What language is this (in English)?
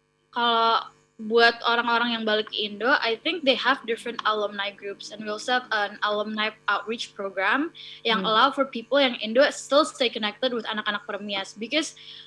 Indonesian